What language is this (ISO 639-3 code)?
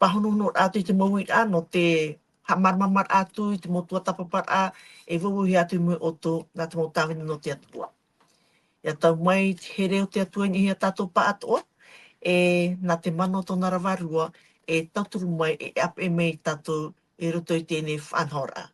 tah